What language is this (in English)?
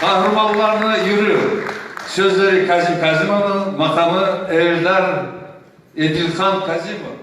Kumyk